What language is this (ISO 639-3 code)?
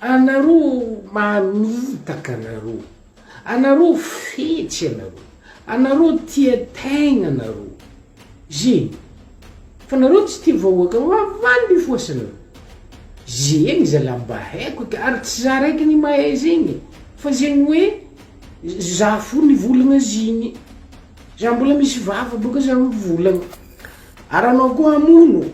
mlg